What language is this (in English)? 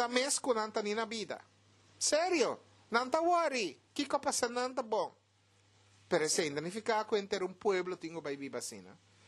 Papiamento